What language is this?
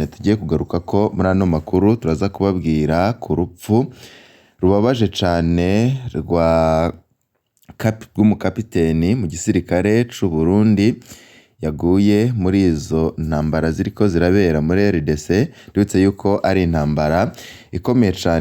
Rundi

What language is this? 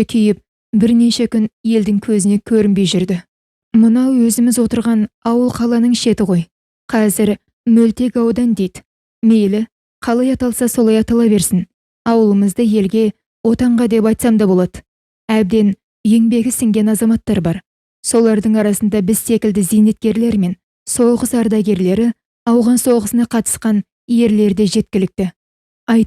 Kazakh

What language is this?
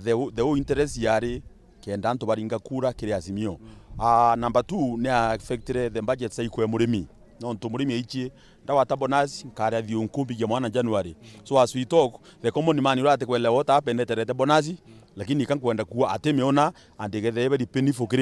Meru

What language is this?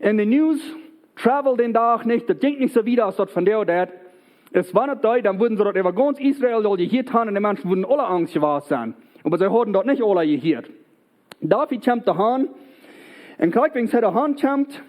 Plautdietsch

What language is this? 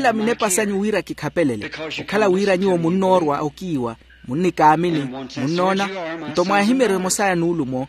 Makhuwa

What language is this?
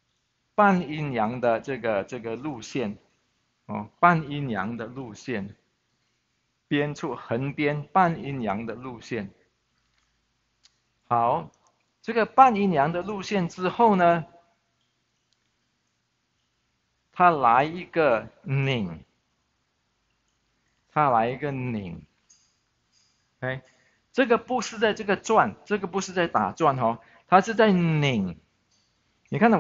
Chinese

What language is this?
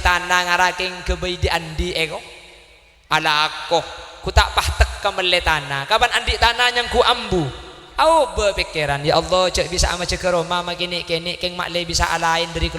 Madurese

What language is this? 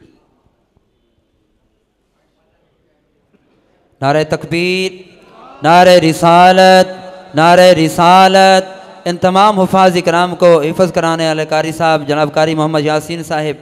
Urdu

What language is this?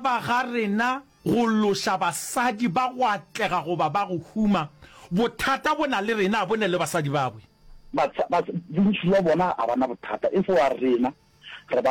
Northern Sotho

